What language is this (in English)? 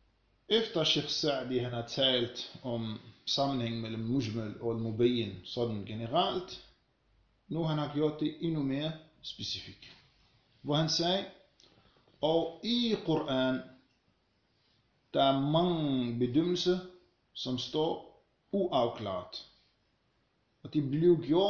Danish